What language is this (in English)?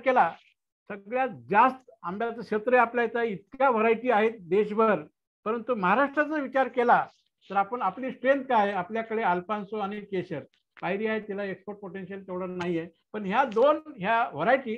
Marathi